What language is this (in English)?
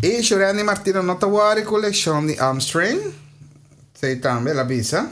Papiamento